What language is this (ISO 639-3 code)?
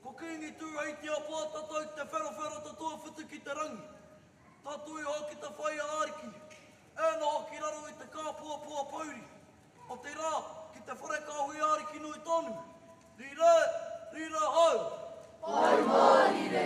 mri